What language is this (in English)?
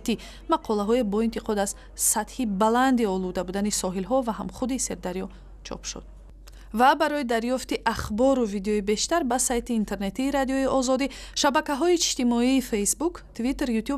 Tajik